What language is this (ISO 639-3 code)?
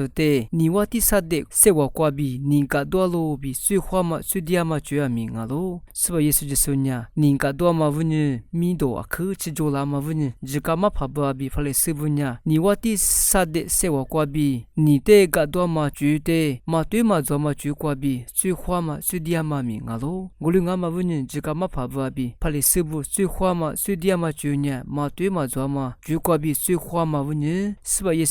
lis